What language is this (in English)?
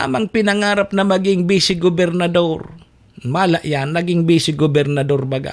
Bikol